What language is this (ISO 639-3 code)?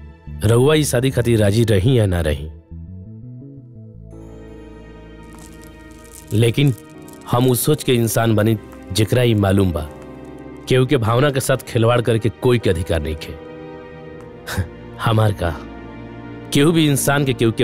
bho